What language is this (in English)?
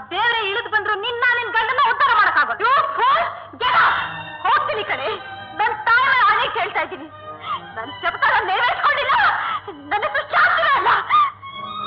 Kannada